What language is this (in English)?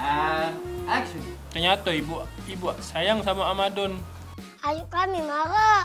Musi